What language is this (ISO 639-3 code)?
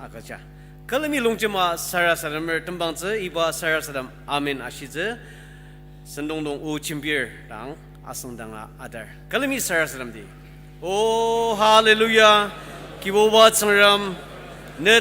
njo